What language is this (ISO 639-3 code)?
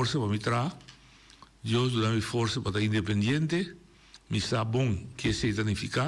pap